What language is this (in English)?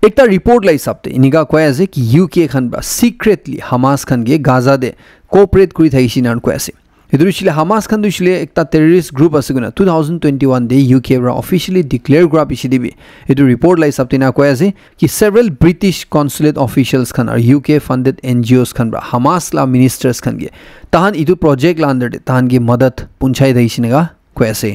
Naga Pidgin